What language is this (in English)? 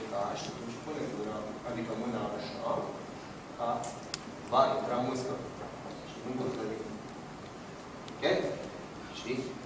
Romanian